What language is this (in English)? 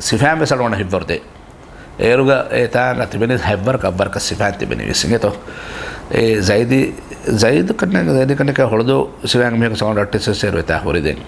Divehi